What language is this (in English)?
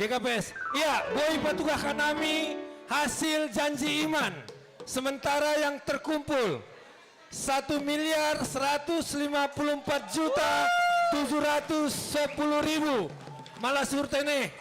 Batak Simalungun